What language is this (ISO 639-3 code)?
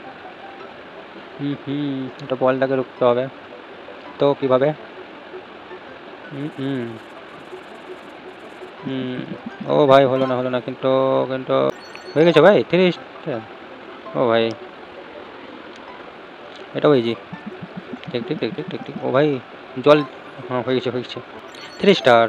ben